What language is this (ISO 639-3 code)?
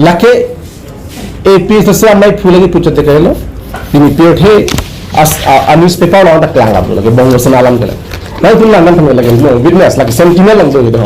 mjw